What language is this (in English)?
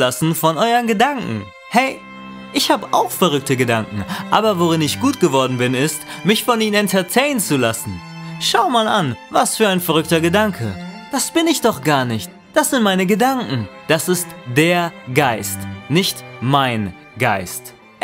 German